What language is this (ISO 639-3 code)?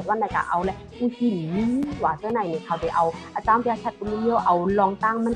shn